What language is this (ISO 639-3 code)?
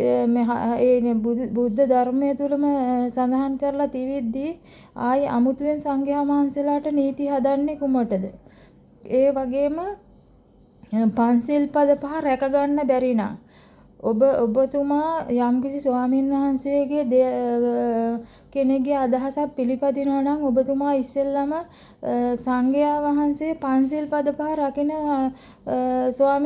sin